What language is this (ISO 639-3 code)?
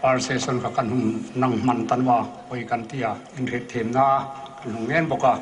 hmr